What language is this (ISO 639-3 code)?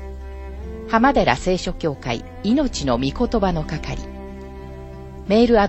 jpn